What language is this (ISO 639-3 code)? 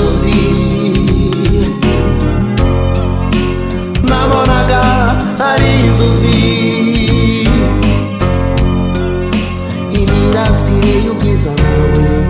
kin